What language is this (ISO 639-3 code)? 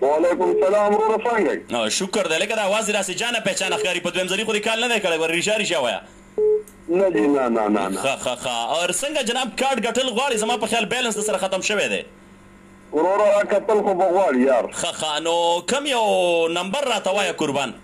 pus